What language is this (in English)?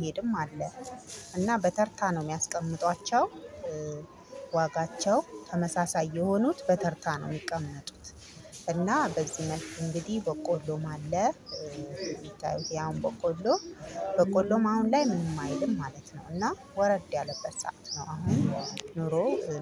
Amharic